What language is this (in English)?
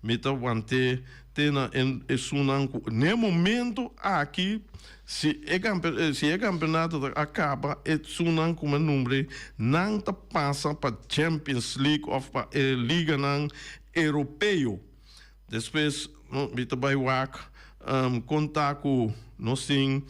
Papiamento